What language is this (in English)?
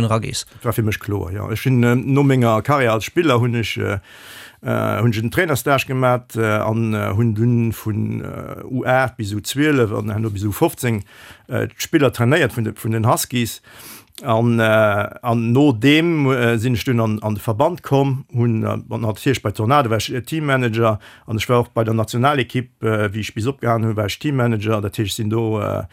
Luxembourgish